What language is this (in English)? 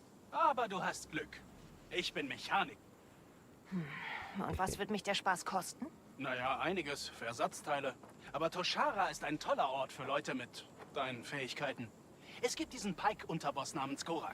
Bavarian